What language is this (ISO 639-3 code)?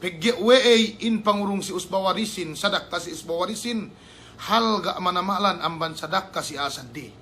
yka